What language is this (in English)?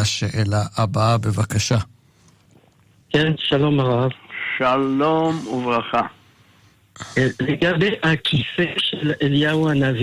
Hebrew